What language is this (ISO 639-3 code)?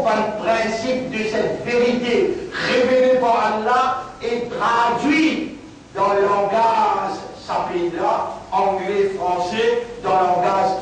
mfe